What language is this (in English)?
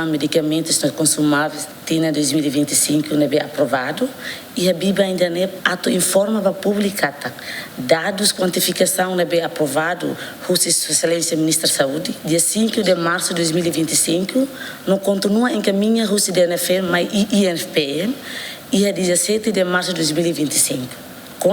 Tetum